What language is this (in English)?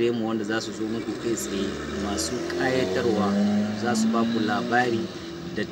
Hausa